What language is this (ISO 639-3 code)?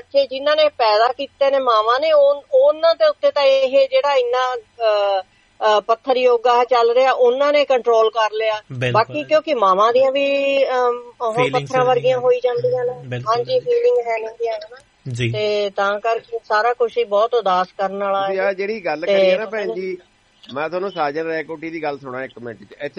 pan